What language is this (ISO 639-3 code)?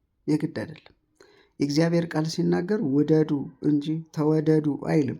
amh